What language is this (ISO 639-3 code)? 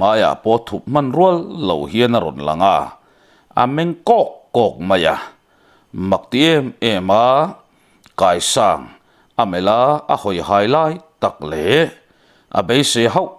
lus